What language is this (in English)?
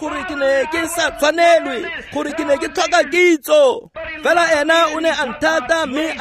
Tswana